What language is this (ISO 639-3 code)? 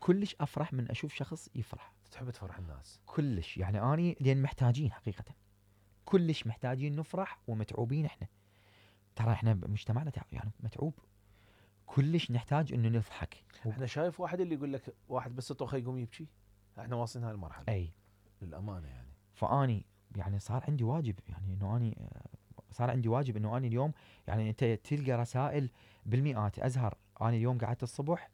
acm